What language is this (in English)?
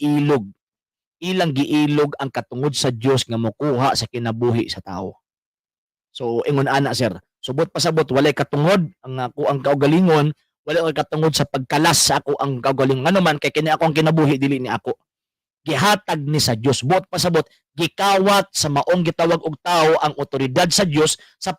Cebuano